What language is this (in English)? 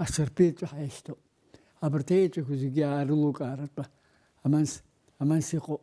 Abkhazian